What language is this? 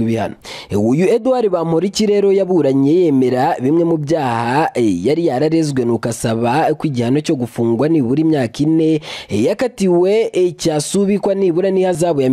Kinyarwanda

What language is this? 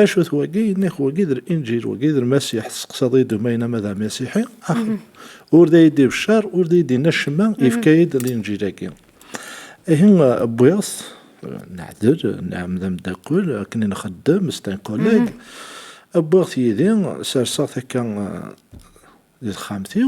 Kabyle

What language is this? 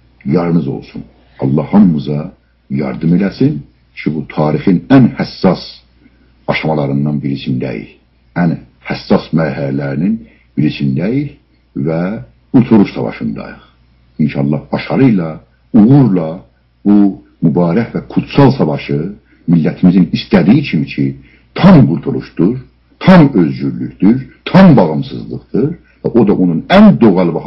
South Azerbaijani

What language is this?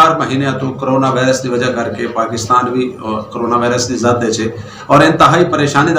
Saraiki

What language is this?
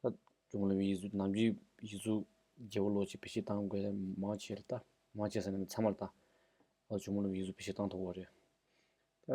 Tibetan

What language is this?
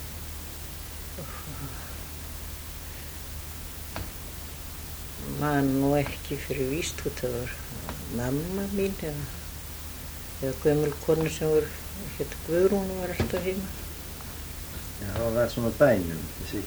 Icelandic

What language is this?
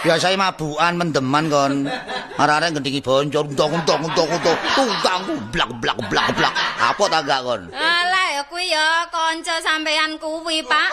Javanese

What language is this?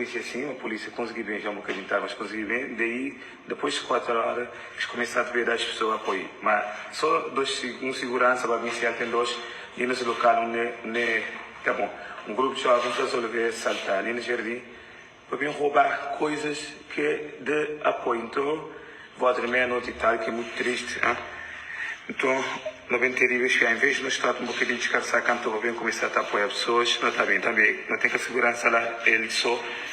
Kabuverdianu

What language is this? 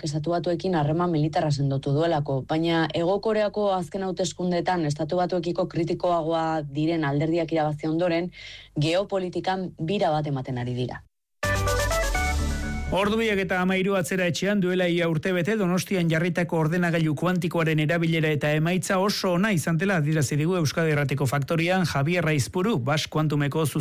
Basque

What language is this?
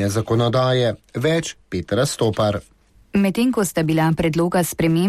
Slovenian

